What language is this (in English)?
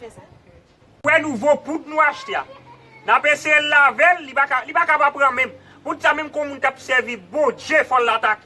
Haitian Creole